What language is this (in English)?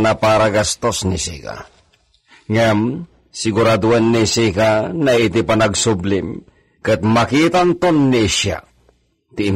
Iloko